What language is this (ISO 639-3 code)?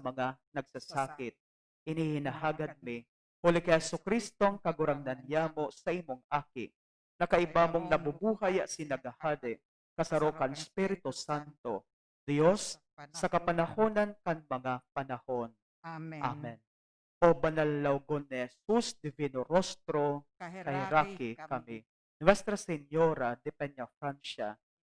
bik